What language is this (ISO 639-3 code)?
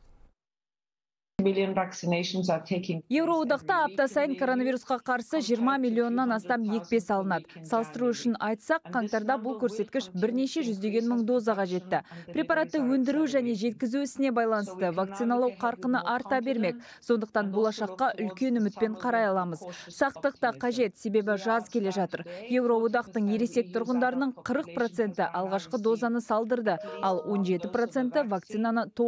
kaz